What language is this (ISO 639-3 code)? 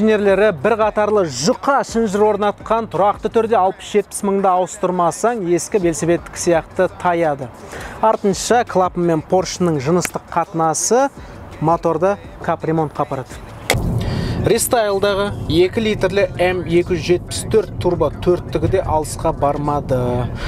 kaz